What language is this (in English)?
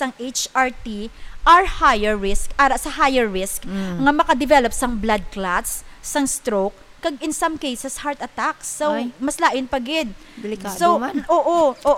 Hiligaynon